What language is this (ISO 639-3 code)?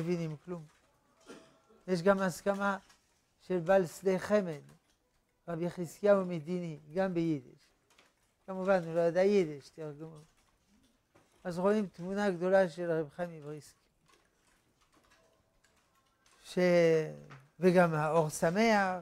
heb